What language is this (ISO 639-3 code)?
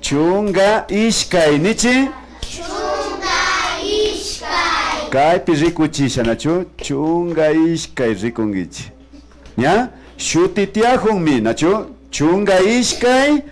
qvi